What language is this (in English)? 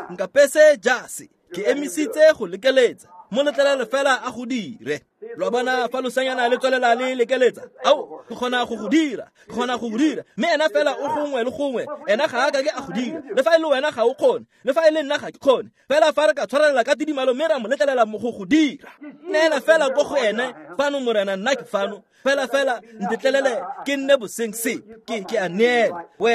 Tswana